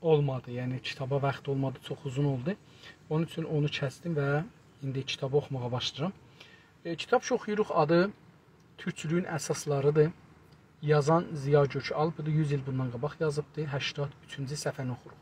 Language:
South Azerbaijani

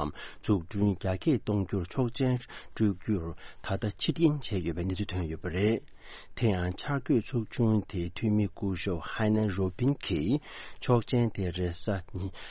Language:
Tibetan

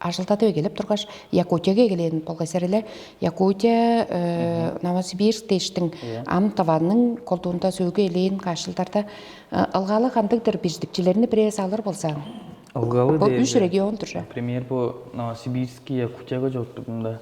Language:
Tuvinian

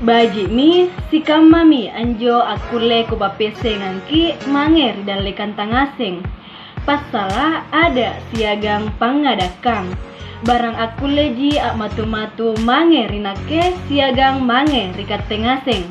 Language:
Makasar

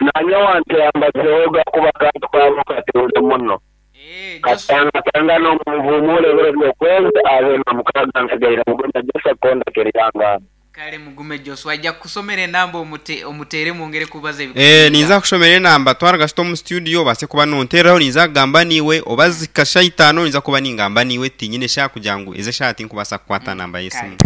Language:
Nyankole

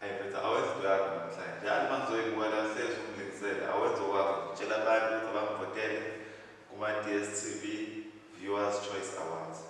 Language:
Zulu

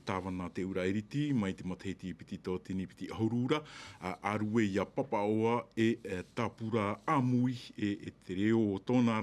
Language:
Tahitian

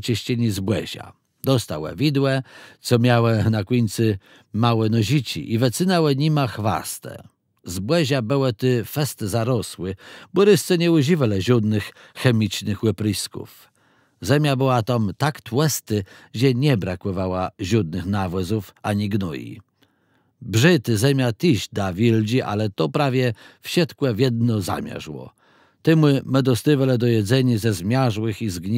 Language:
Kashubian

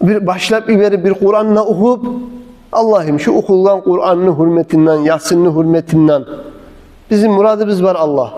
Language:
Kumyk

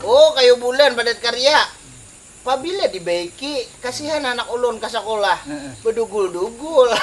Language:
Banjar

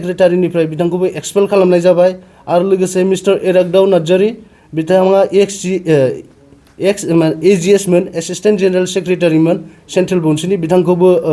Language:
Bodo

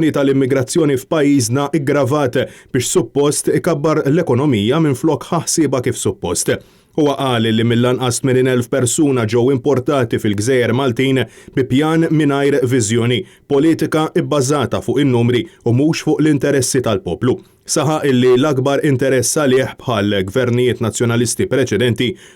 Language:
Maltese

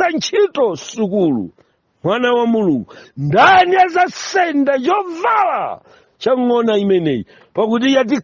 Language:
Nyanja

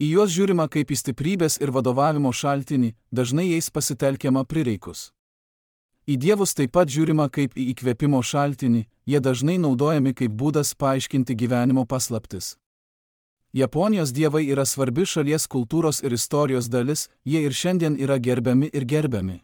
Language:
Lithuanian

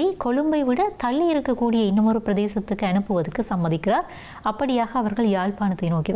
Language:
Tamil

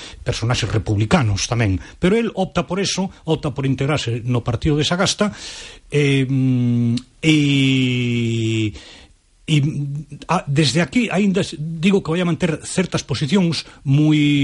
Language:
Galician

